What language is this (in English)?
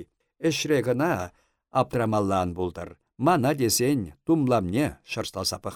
Chuvash